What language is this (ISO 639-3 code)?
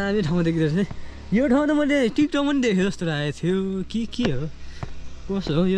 nep